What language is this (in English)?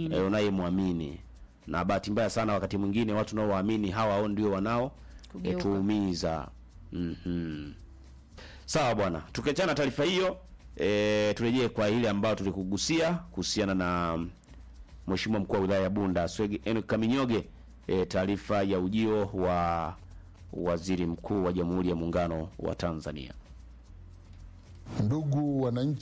Swahili